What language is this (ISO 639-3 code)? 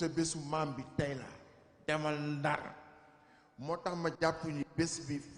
wol